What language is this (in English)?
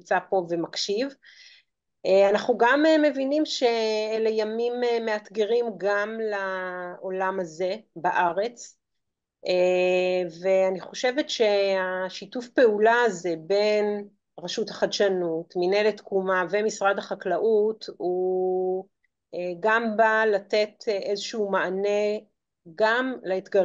Hebrew